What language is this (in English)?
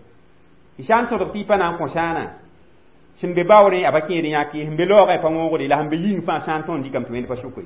Mossi